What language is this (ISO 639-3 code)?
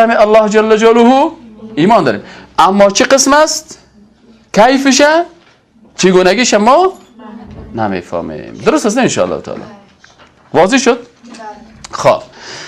fas